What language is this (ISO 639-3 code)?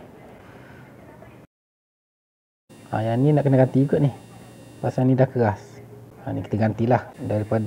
msa